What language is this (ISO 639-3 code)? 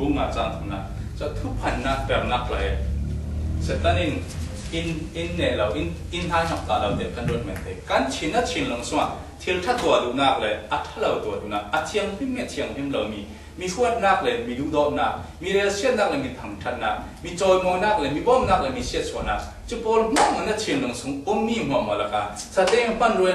cfm